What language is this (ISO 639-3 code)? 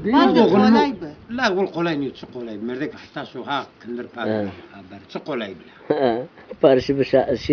zza